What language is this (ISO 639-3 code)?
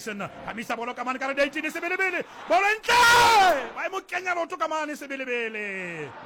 sot